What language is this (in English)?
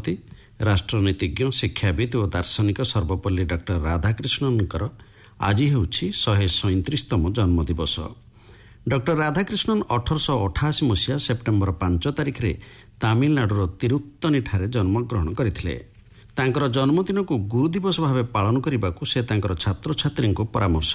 Odia